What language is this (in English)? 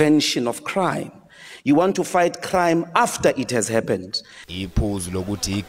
Zulu